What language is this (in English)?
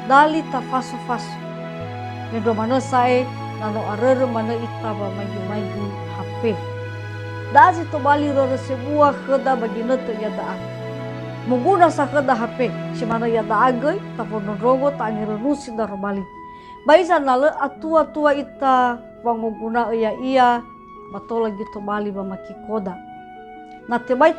Nias